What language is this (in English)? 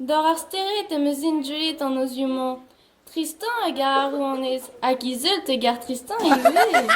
Breton